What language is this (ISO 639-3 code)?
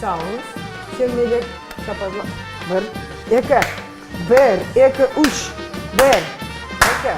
crh